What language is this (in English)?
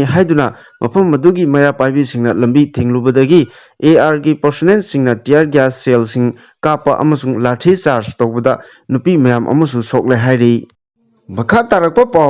Manipuri